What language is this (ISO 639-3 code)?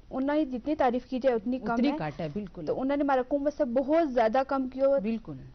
gju